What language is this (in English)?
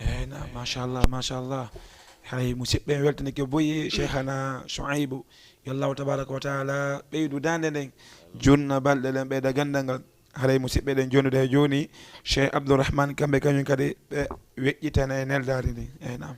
Fula